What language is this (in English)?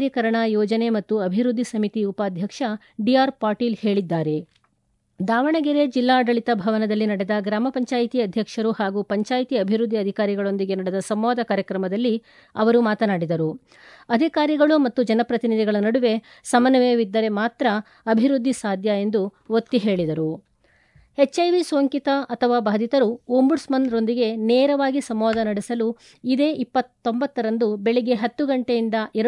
Kannada